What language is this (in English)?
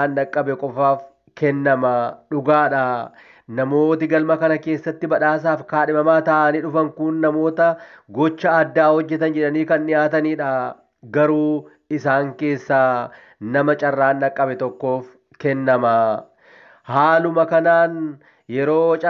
Oromo